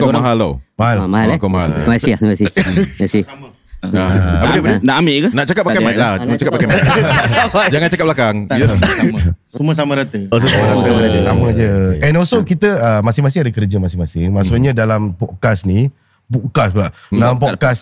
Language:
Malay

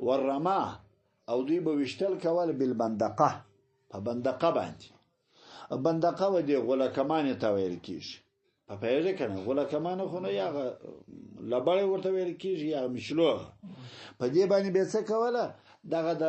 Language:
Pashto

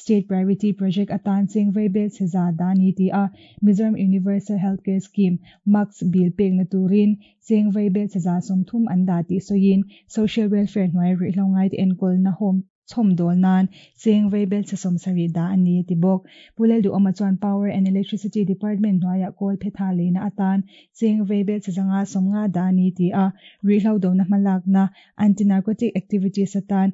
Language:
Mizo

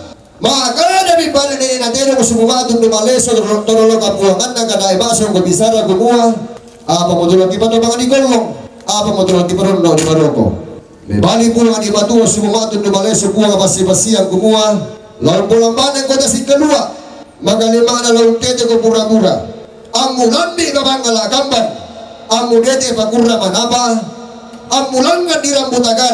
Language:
Toraja-Sa'dan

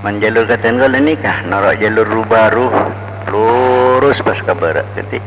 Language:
Madurese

